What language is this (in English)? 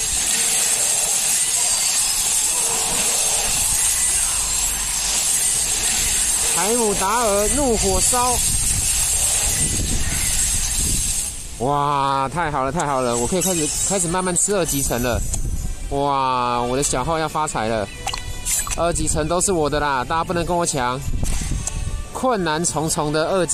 Chinese